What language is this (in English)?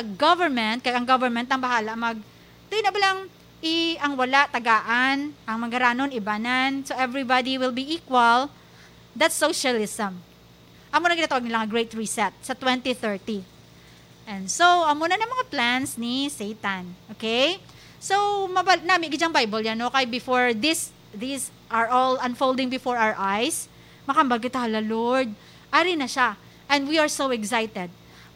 Hiligaynon